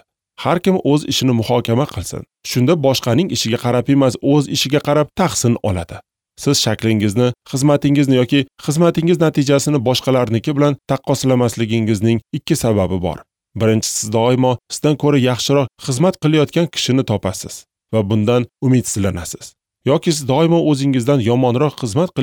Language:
Uzbek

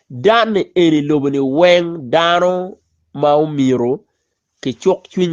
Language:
Acoli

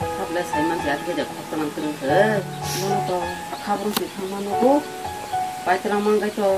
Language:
Kok Borok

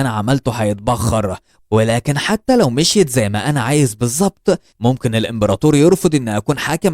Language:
Egyptian Arabic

